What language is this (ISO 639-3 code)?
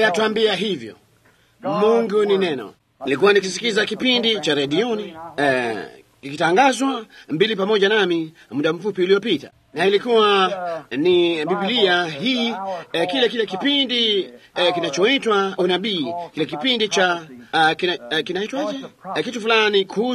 swa